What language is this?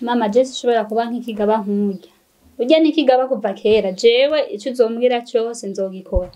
Rundi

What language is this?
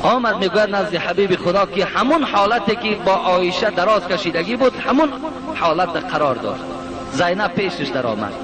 Tajik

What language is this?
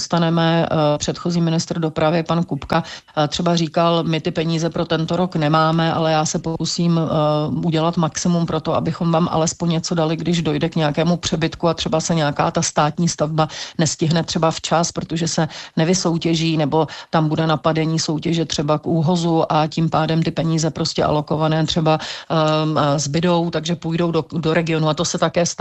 Czech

